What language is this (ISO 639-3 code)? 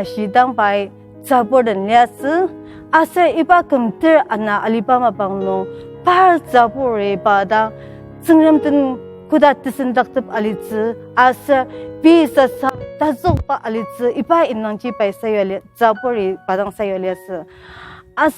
njo